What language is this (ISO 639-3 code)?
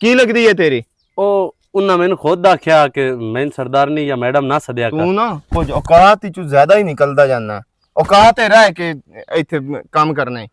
lah